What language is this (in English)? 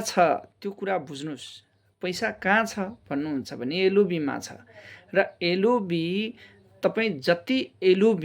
Nepali